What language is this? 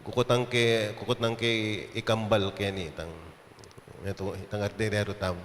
Pampanga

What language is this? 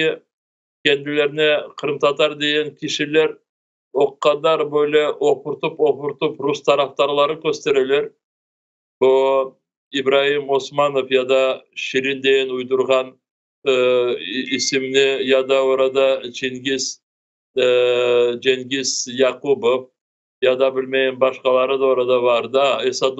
Crimean Tatar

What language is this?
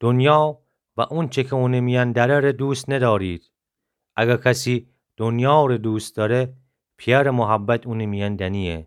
Gilaki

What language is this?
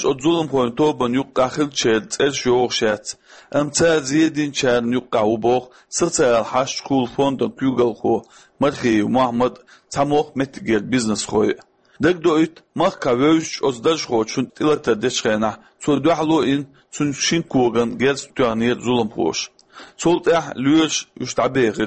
Chechen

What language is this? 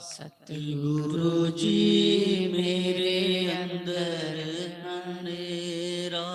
Dogri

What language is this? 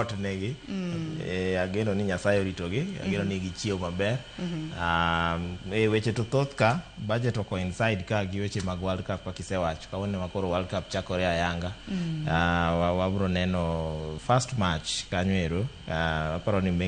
Luo (Kenya and Tanzania)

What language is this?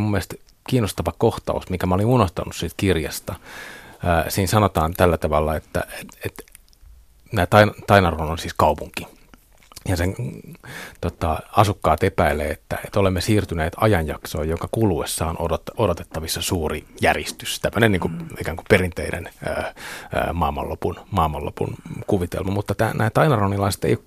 Finnish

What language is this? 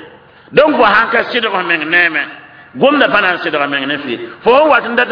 Mossi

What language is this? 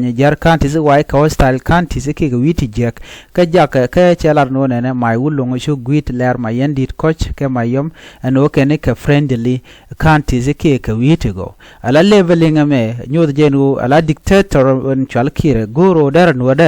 Nuer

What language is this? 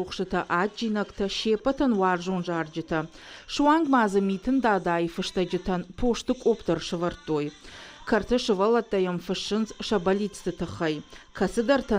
Ossetic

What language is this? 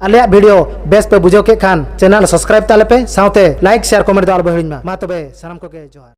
Santali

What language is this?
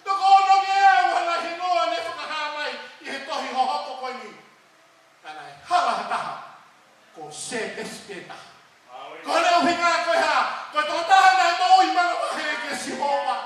Tongan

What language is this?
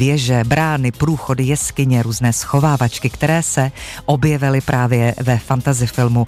Czech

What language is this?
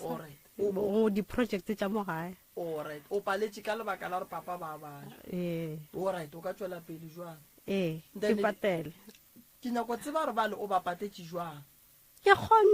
Northern Sotho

